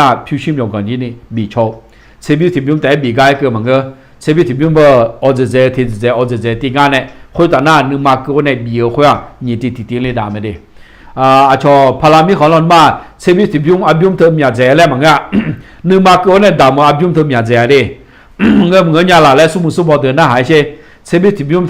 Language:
Akha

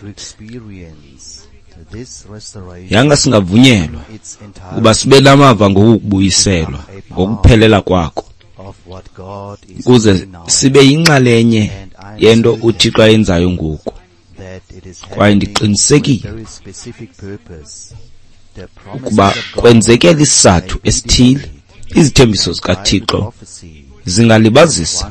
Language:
Xhosa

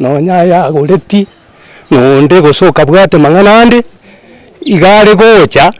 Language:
Gusii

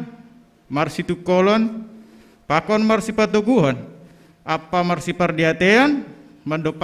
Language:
Batak Simalungun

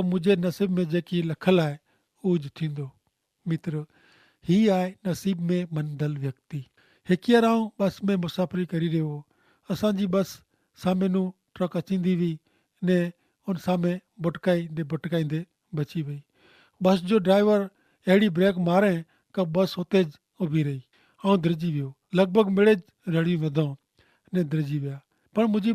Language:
Kachhi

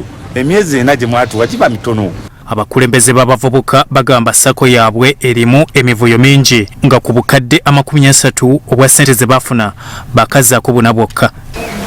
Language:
Ganda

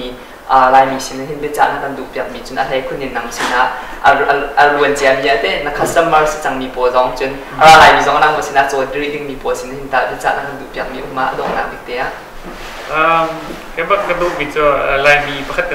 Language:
Hakha Chin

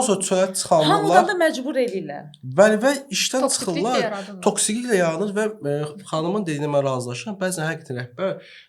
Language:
Azerbaijani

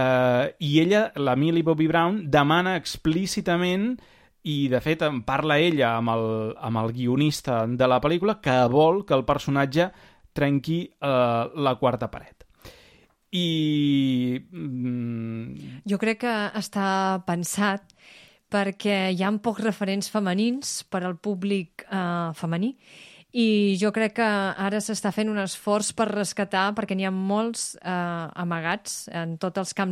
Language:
Catalan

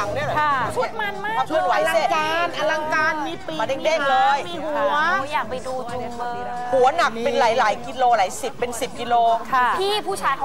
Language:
Thai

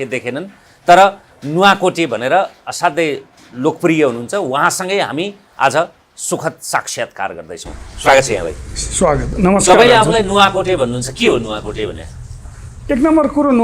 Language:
Nepali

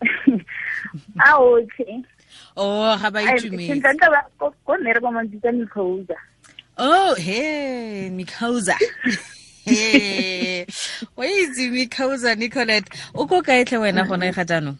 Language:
Tswana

